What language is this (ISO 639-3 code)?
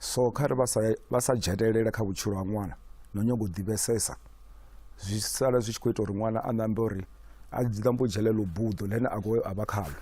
ven